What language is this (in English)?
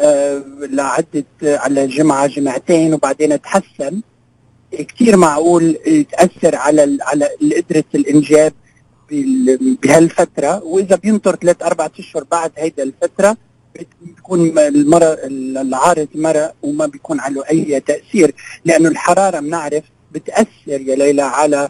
North Levantine Arabic